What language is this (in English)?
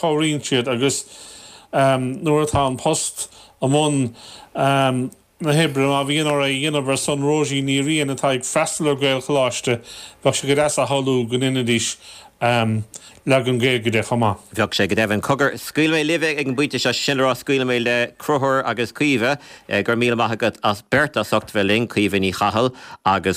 Irish